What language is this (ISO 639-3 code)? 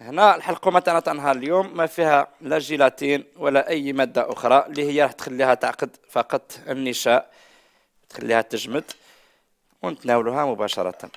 arq